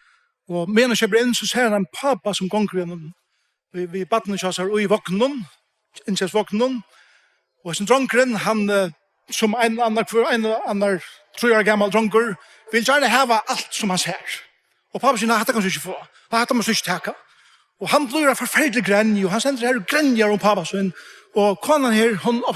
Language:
Faroese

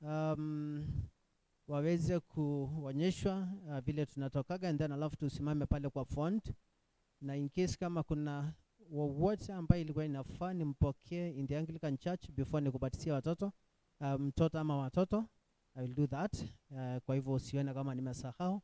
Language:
Kikuyu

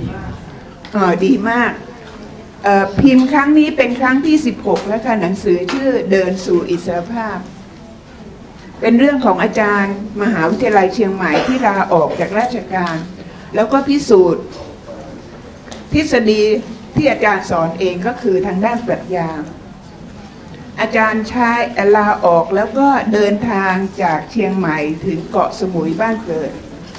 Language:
Thai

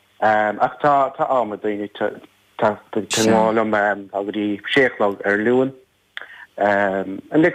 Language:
Irish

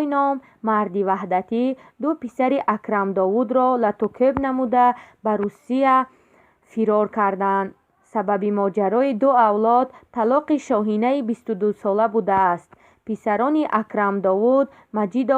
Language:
Tajik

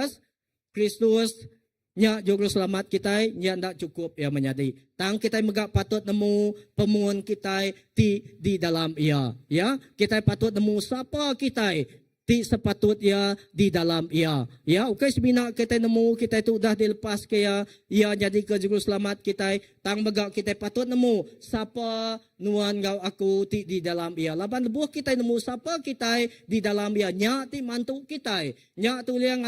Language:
Iban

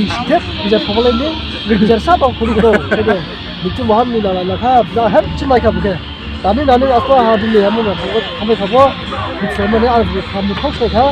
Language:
Dimasa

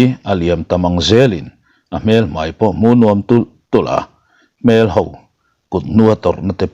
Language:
Mizo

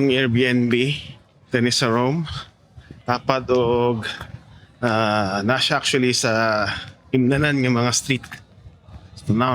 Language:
Cebuano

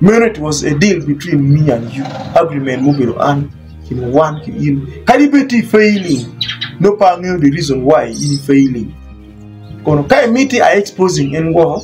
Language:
Acoli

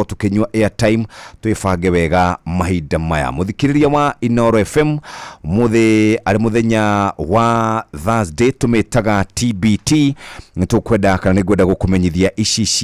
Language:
Kikuyu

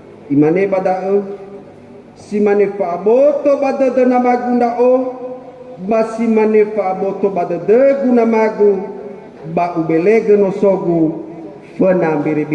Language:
Nias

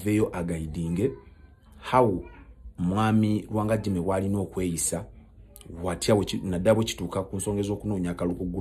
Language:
Ganda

